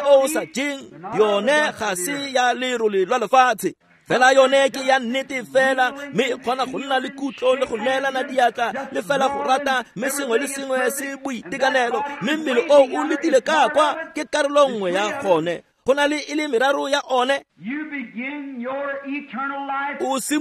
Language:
Tswana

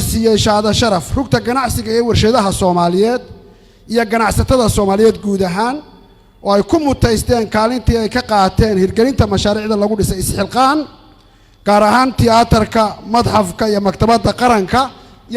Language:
Somali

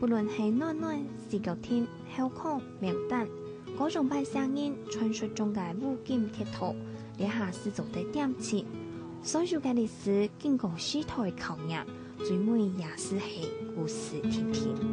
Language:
Hakka Chinese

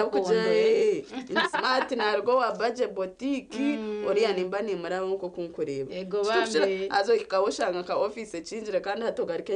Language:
Nyankole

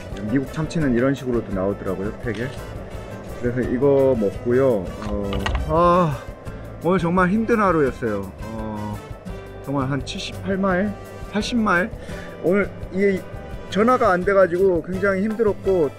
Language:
Korean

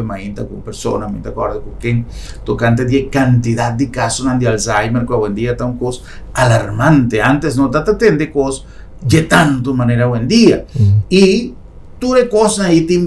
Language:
Papiamento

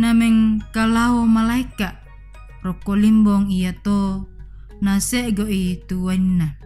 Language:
Toraja-Sa'dan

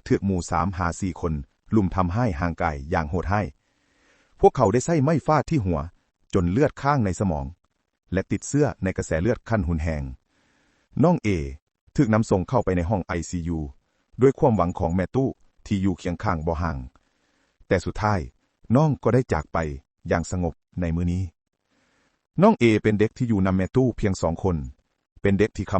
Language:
Lao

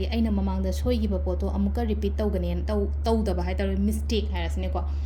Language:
Manipuri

